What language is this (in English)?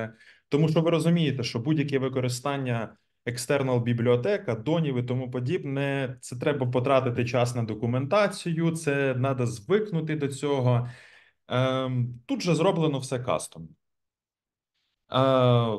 Ukrainian